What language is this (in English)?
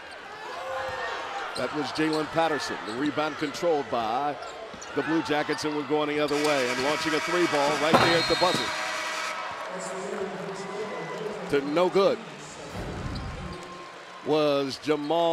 English